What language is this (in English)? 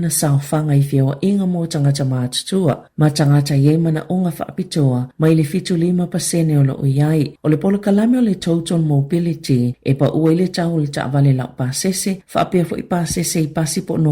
Samoan